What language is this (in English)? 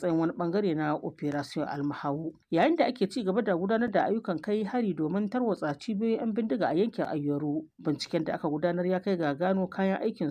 Hausa